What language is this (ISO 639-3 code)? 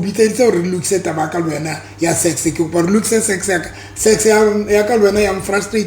sot